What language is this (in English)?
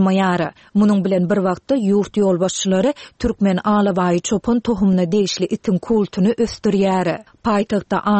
Turkmen